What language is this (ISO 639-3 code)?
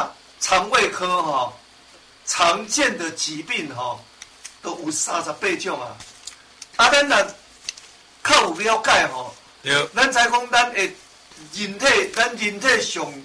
nan